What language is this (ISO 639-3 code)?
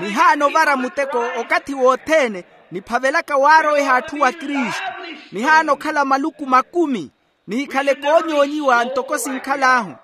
vmw